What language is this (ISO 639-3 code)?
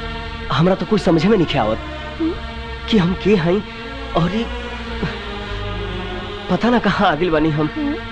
bho